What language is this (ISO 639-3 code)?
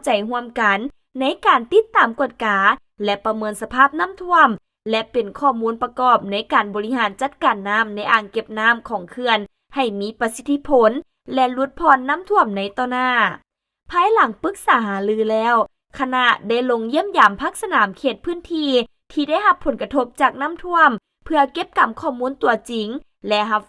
lao